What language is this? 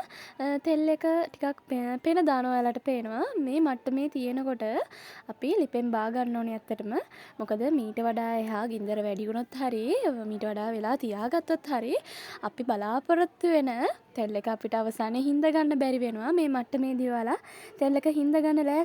Sinhala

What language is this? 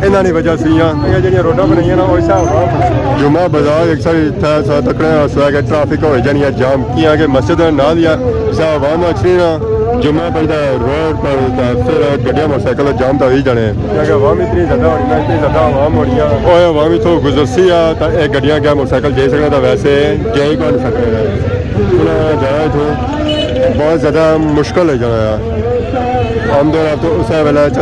Pahari-Potwari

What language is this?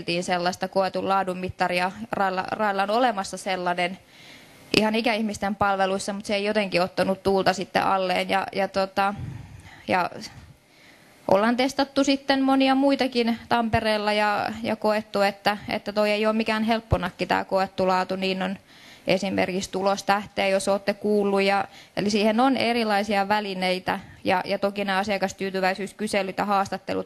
Finnish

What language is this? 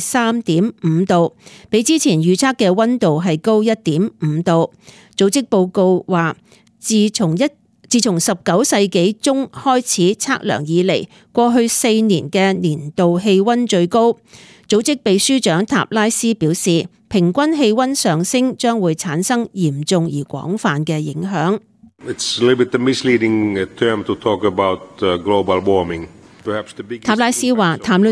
Cantonese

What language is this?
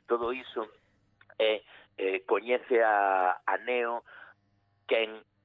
Galician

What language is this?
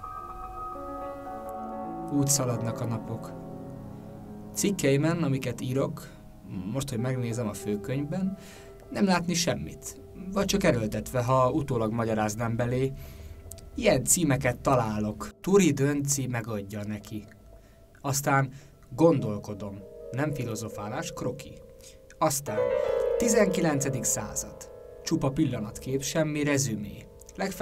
Hungarian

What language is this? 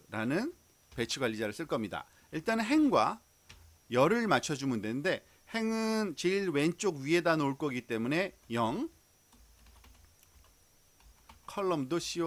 Korean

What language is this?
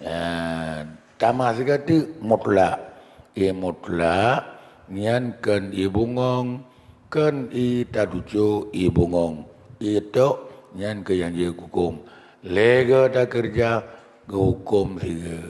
Achinese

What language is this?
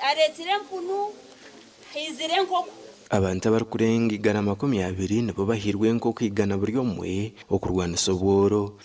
Nyankole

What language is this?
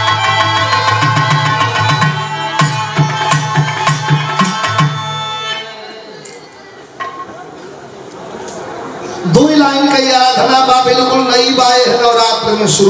Bhojpuri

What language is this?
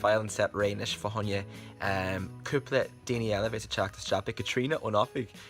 Irish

